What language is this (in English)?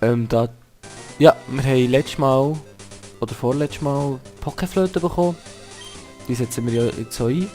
Swiss German